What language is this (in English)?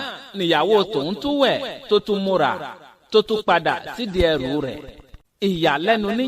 Yoruba